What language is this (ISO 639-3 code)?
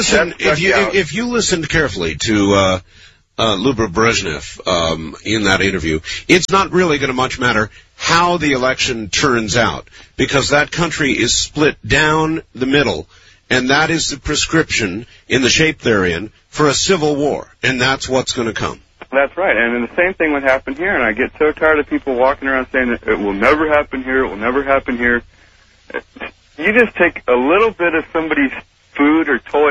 eng